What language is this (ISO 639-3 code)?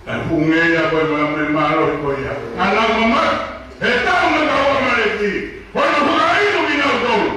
ton